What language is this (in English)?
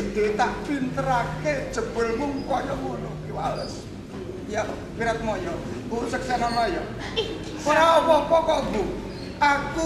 Javanese